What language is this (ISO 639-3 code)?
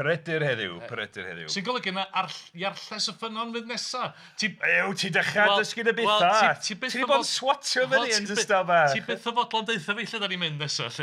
cym